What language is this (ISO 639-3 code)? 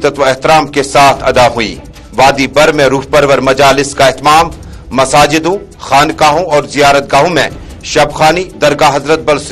urd